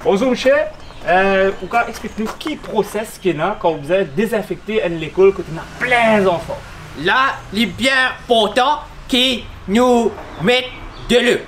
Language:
Morisyen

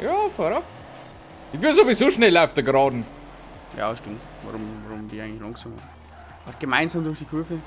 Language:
Bavarian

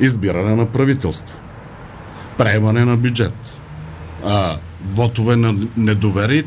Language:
Bulgarian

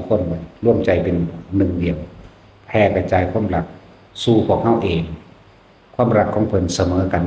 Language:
Northeastern Thai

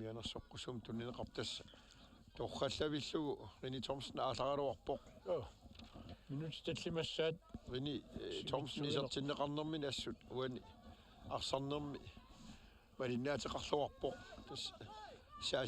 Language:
Kalaallisut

